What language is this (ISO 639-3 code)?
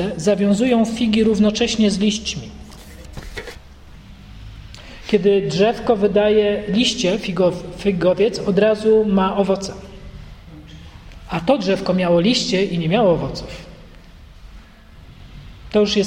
pol